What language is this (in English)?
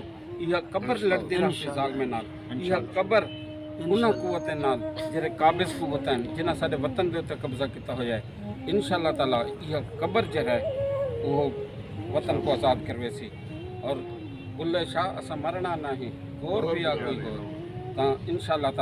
Saraiki